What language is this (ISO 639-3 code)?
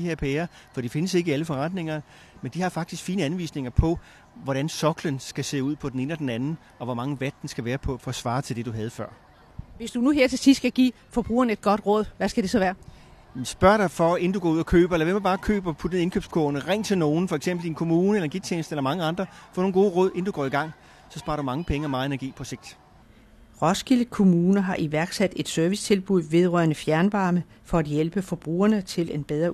dan